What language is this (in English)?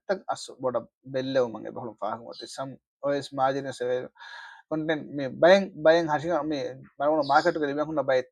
Divehi